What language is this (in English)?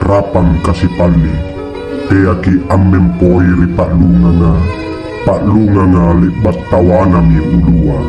Makasar